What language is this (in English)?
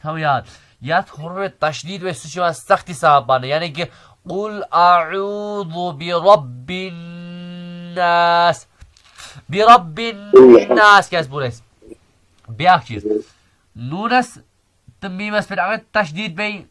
Kashmiri